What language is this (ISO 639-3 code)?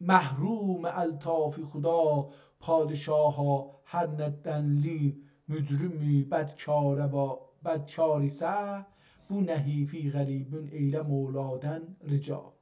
azb